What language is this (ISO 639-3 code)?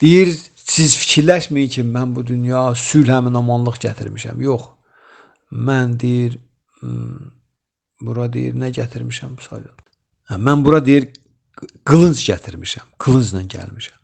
aze